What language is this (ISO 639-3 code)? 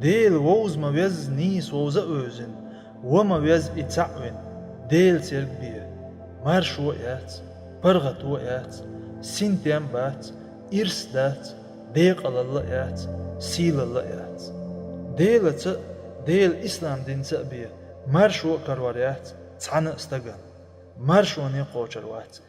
che